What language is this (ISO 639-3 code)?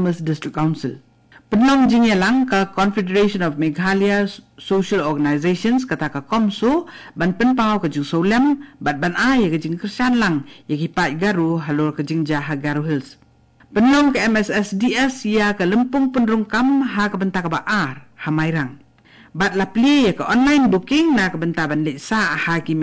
kha